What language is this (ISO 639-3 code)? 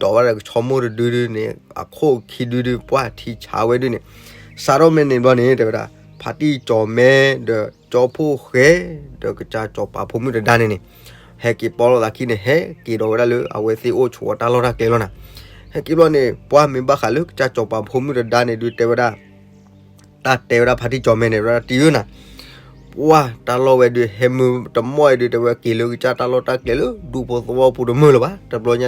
ksw